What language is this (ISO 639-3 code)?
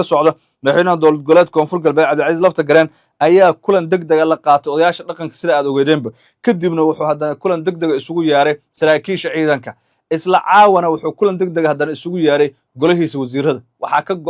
som